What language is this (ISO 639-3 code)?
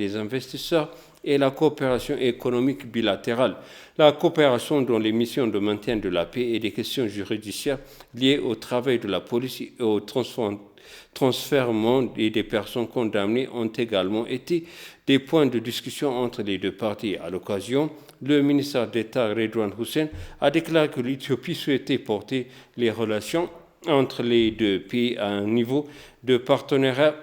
fra